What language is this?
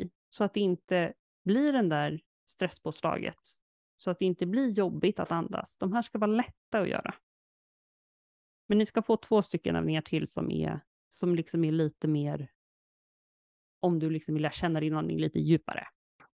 Swedish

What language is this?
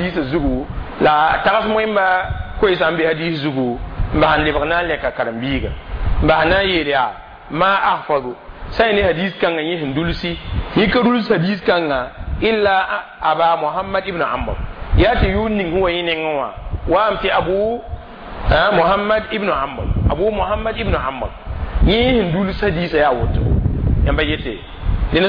Mossi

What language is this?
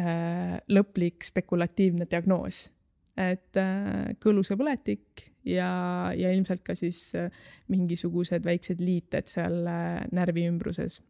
Estonian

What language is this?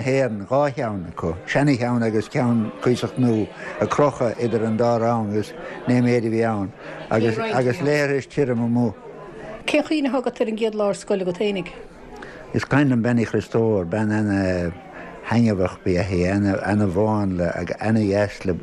Irish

